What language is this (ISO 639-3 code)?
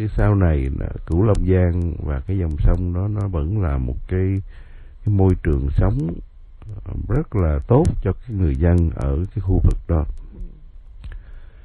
vie